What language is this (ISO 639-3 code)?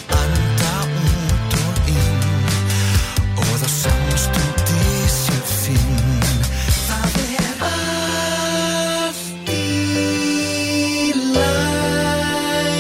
isl